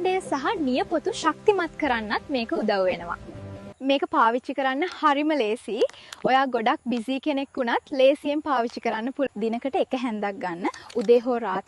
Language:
Sinhala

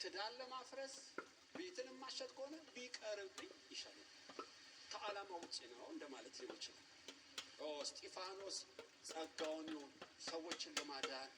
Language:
Amharic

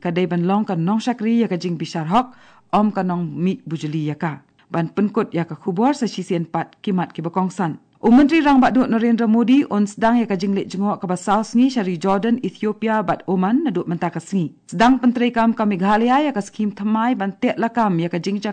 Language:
Khasi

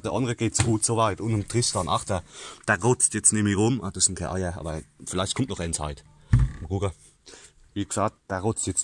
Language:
Palatine German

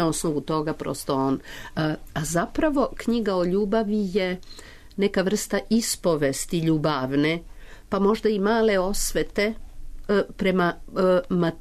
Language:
Serbian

